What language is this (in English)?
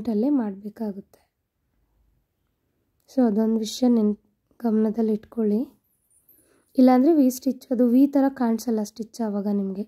Kannada